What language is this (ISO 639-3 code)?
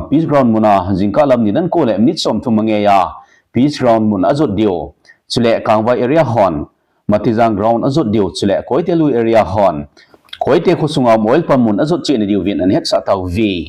tcz